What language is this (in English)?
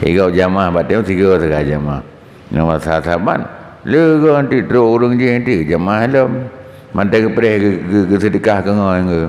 Achinese